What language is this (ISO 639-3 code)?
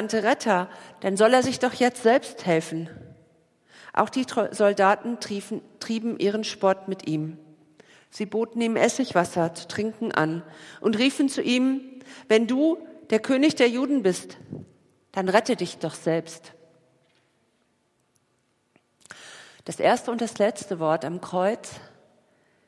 deu